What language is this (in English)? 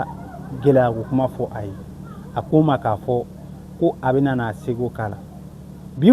Bambara